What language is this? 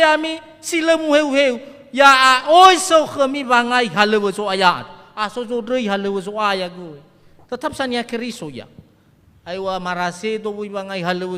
Nias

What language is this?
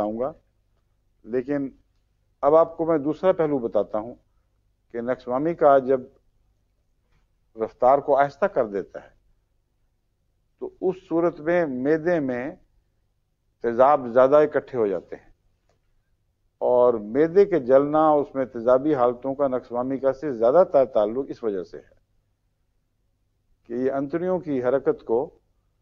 Urdu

